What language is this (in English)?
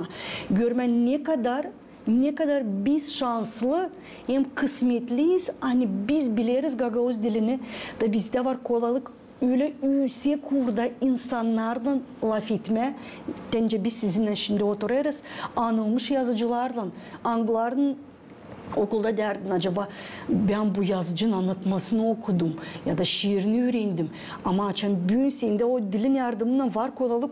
Gagauz